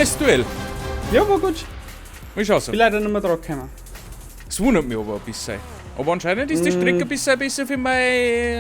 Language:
Bavarian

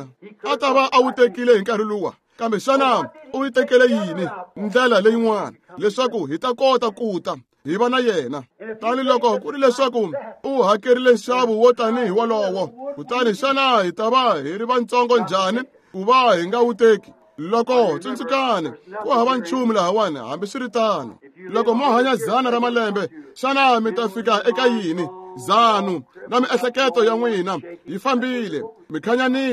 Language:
Tsonga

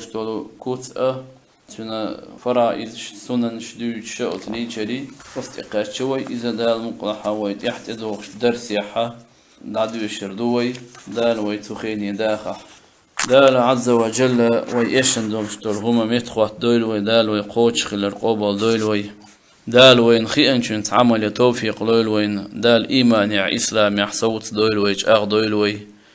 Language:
Chechen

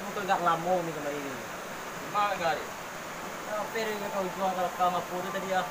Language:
Minangkabau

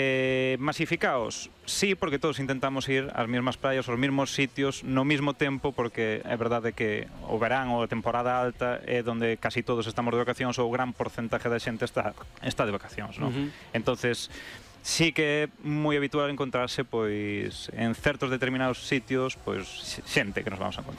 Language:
Galician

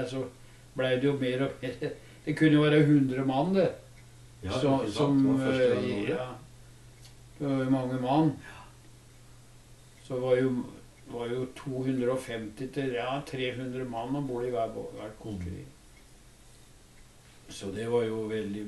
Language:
Norwegian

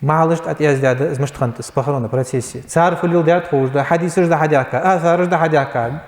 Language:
Ingush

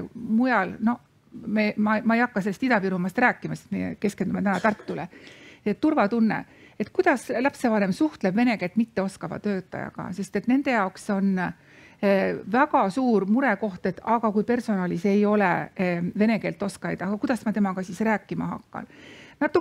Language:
Estonian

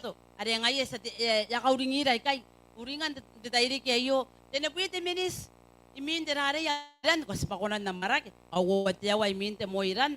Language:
Gilbertese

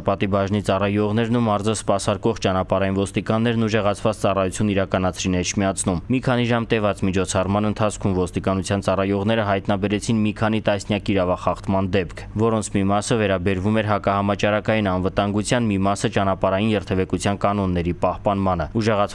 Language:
Armenian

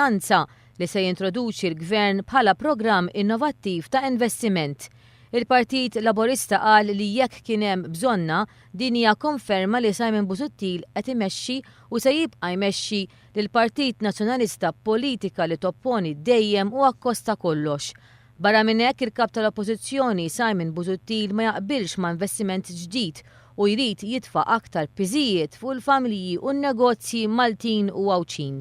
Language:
Maltese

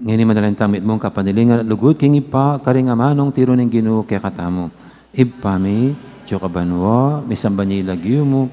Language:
Pampanga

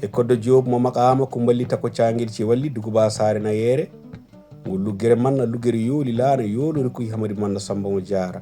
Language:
Fula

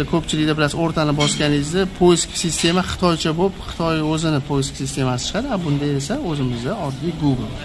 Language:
Uzbek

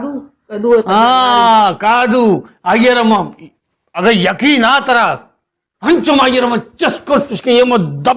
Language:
Baluchi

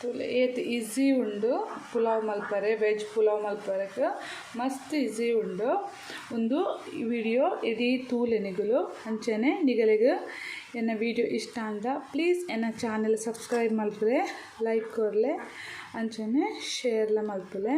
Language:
Tulu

